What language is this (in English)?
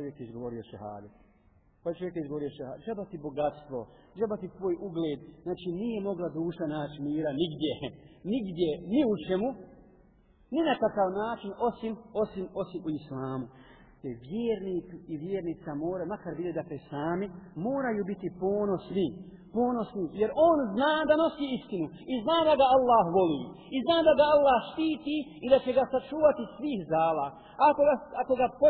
Bosnian